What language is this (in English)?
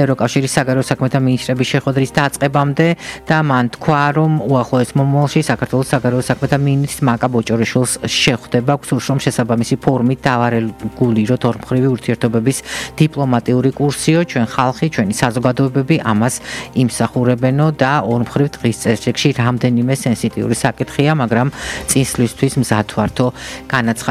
Georgian